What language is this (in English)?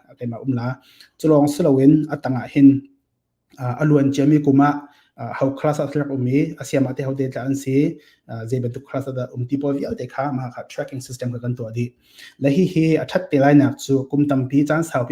Hakha Chin